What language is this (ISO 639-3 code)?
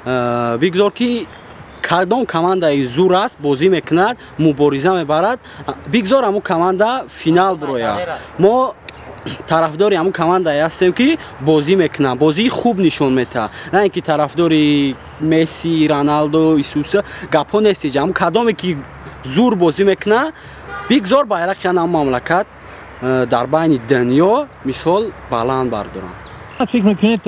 tgk